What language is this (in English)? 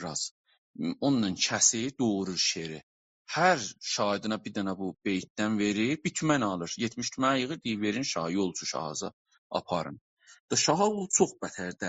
South Azerbaijani